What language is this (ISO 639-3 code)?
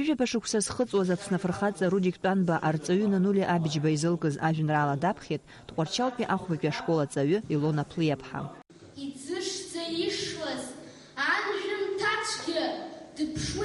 abk